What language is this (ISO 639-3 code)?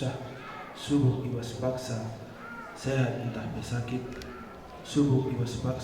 btx